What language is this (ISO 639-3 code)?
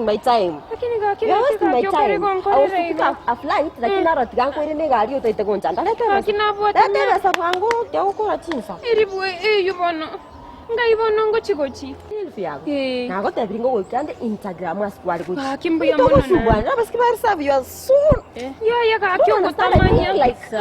guz